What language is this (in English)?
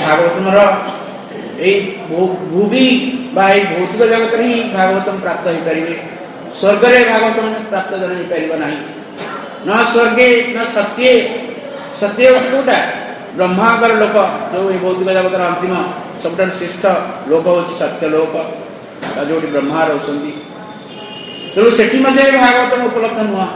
Odia